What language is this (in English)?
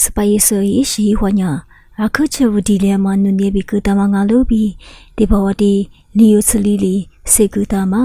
Lisu